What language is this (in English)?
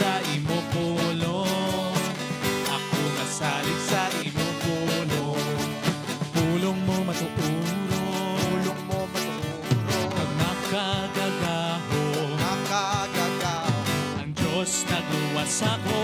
Hiligaynon